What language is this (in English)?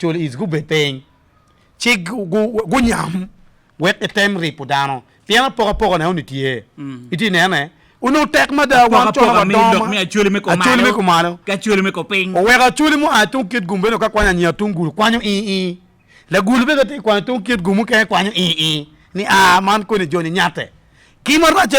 Acoli